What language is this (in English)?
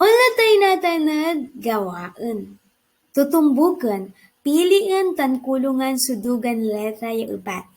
Pangasinan